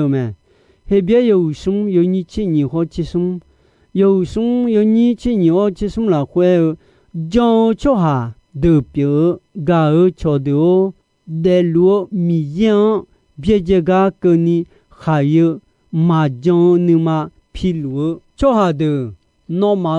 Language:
Akha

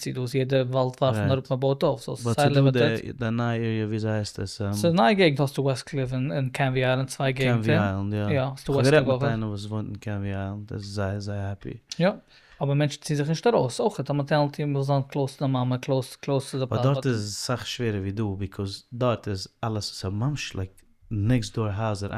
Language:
Yiddish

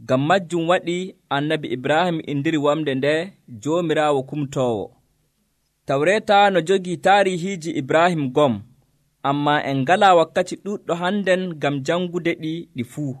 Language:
Nigerian Fulfulde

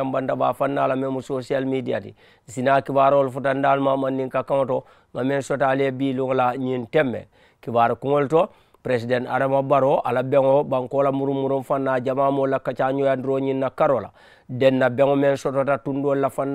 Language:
Mandingo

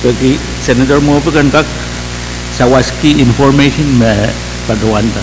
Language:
Pohnpeian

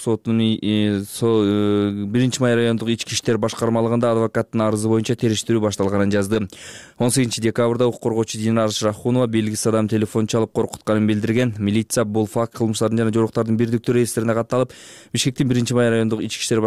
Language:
Kyrgyz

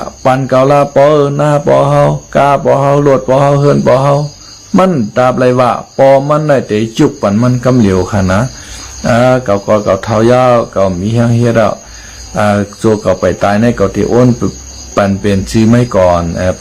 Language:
Shan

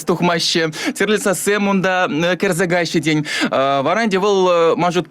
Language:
Chuvash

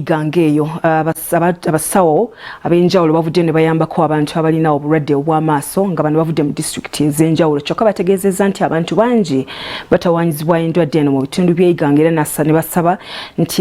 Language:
Ganda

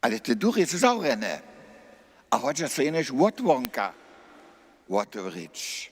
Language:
Upper Sorbian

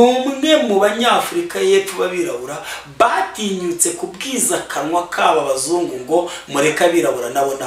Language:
Kinyarwanda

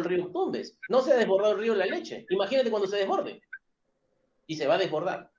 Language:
Spanish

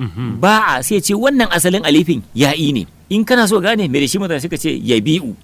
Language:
Hausa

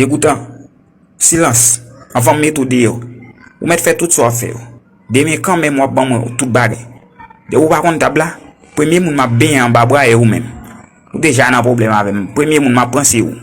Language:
Haitian Creole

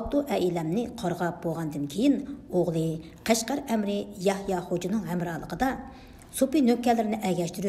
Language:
Uyghur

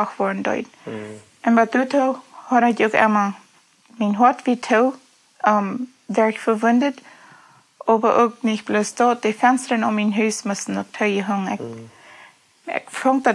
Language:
Plautdietsch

